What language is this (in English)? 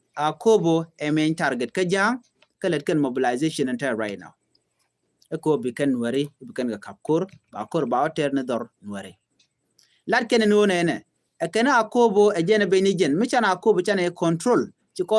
Nuer